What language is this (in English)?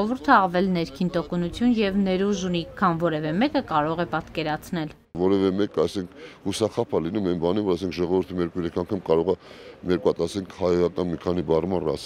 Armenian